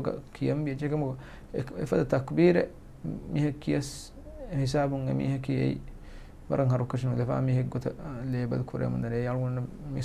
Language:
Divehi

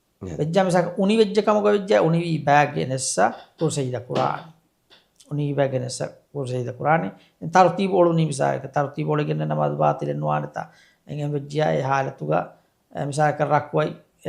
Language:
Divehi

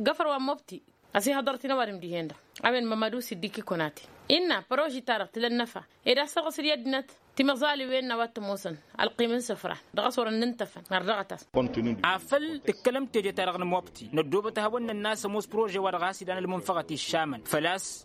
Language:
Tamasheq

